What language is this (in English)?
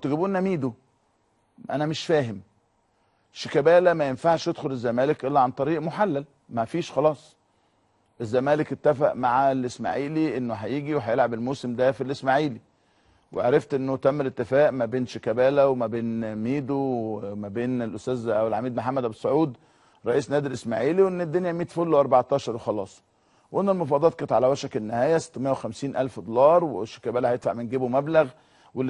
Egyptian Arabic